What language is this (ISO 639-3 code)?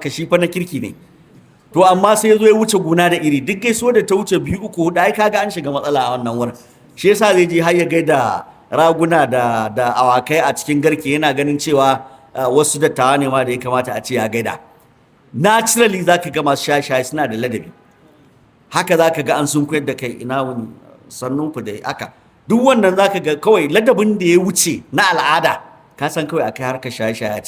hau